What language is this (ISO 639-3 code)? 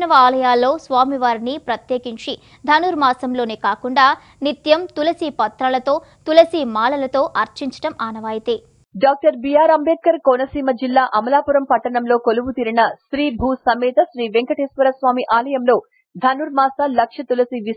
tel